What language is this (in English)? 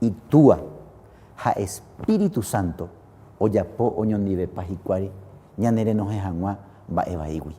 Guarani